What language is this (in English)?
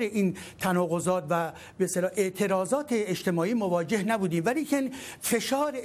Persian